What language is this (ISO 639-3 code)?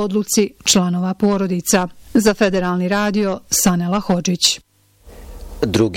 bos